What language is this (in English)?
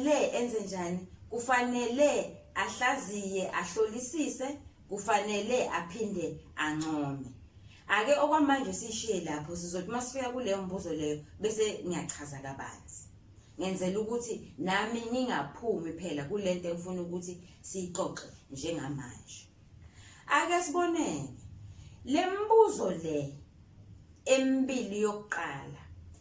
Zulu